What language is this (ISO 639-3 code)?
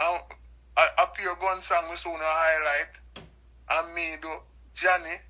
jam